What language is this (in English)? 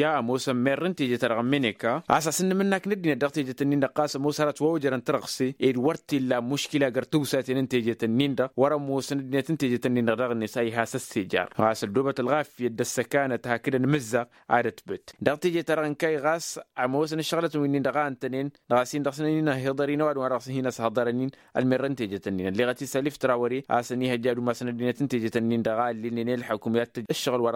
Tamasheq